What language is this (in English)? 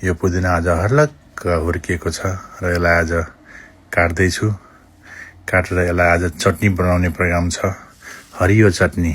Nepali